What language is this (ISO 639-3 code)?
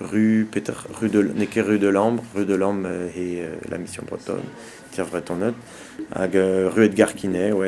bre